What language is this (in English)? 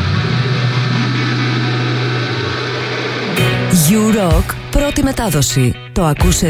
Greek